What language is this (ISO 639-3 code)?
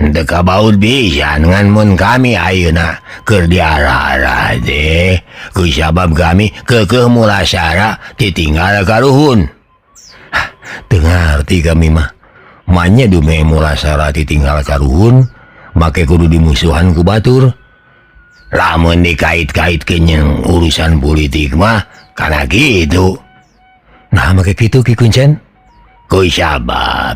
sun